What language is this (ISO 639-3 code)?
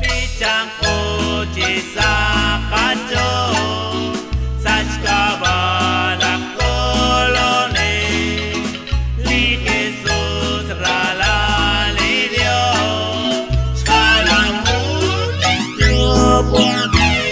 kek